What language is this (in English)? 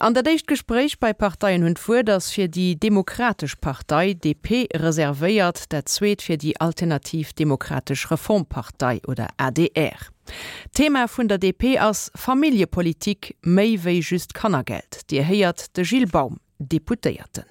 Luxembourgish